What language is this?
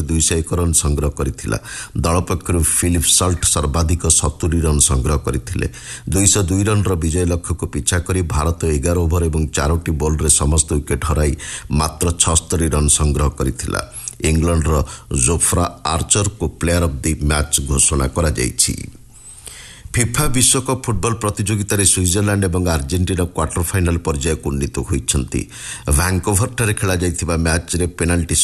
Odia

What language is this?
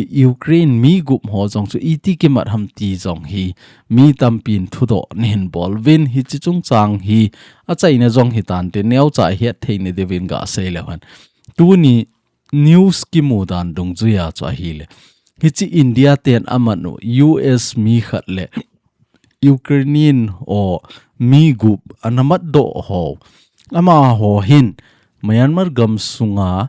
Thado Chin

